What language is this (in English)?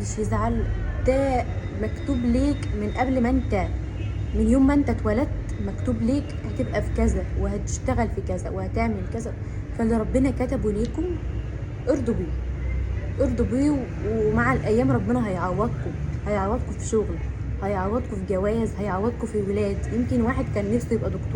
Egyptian Arabic